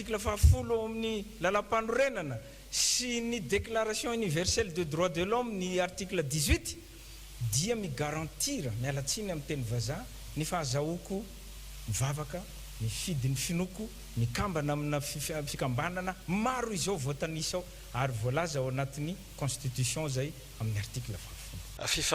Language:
Malagasy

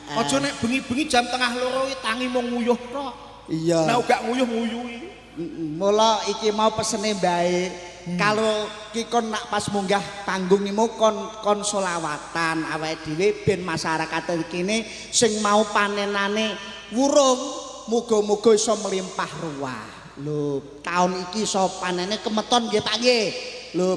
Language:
Javanese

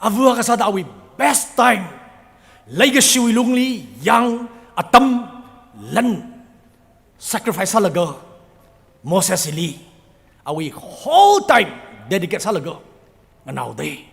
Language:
Tangkhul Naga (India)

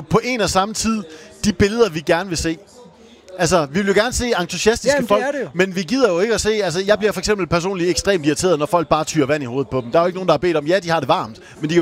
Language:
Danish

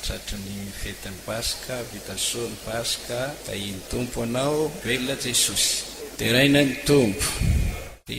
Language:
Malagasy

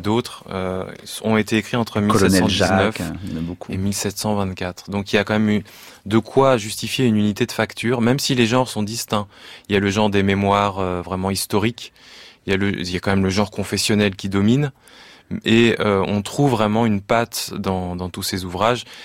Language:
French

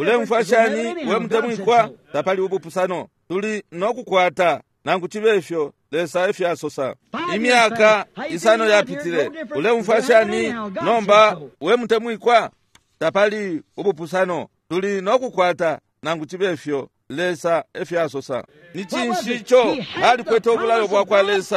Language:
Bemba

